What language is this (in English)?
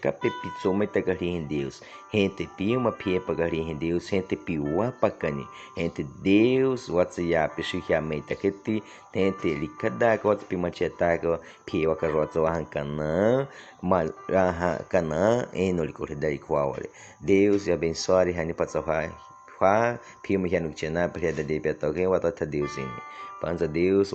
Baniwa